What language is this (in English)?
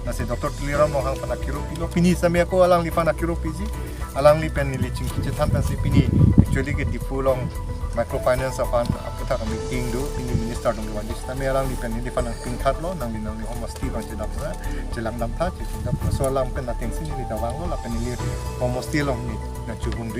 Karbi